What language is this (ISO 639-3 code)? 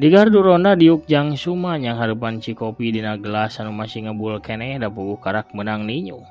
sun